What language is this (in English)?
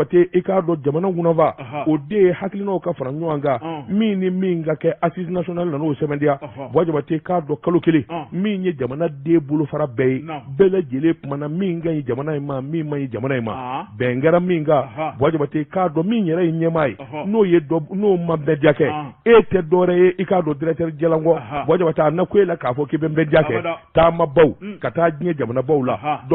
Bambara